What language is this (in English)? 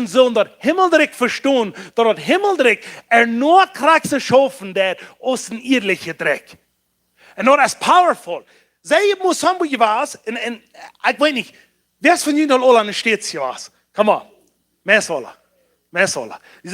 Plautdietsch